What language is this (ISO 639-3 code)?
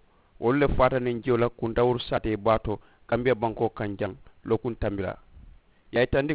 man